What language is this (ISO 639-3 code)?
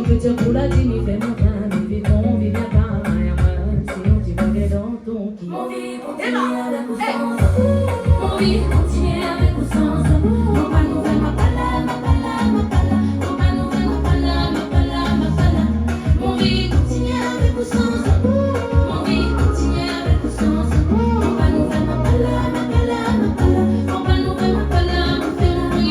rcf